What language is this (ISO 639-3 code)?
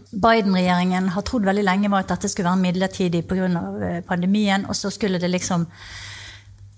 nor